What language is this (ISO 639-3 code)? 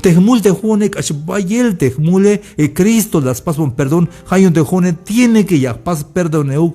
tzh